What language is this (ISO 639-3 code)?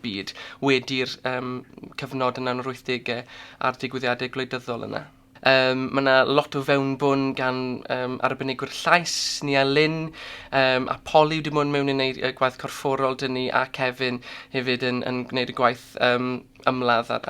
cym